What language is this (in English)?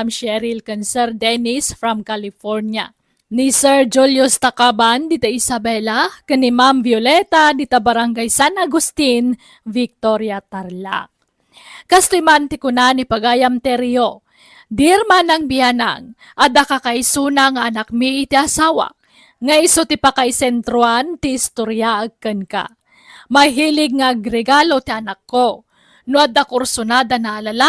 Iloko